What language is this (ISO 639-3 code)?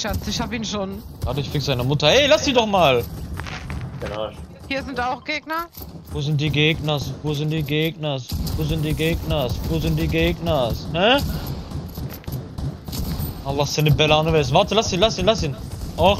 deu